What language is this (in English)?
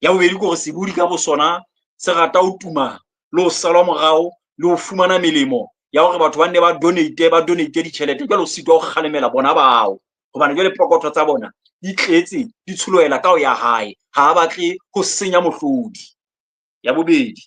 Southern Sotho